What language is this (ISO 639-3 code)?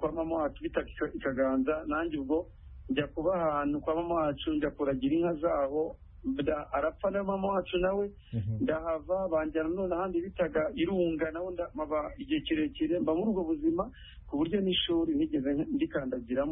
kin